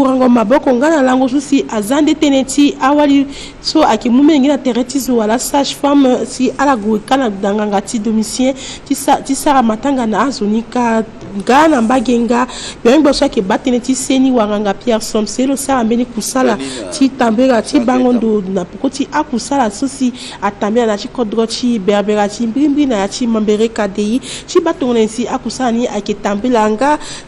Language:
Sango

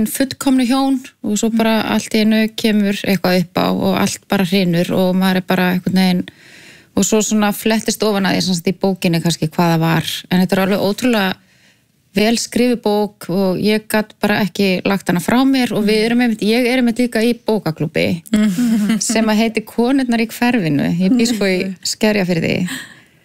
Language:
Icelandic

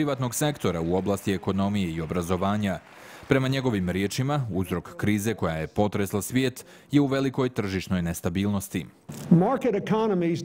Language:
Bosnian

